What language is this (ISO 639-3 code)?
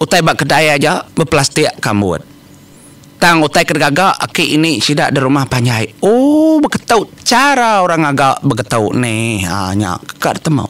iba